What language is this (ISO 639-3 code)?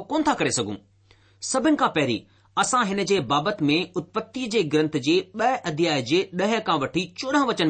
snd